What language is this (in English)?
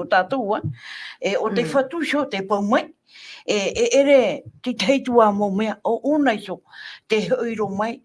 Tahitian